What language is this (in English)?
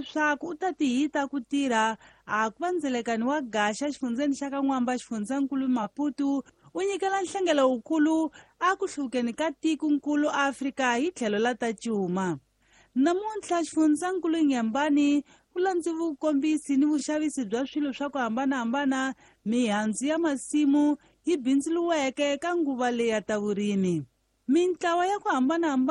Tsonga